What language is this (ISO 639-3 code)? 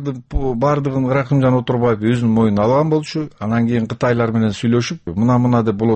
kir